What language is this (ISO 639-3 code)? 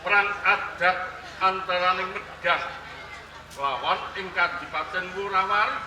jav